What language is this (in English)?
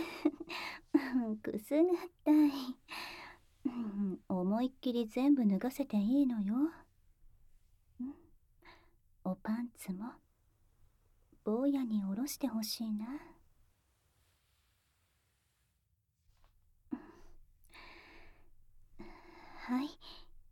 Japanese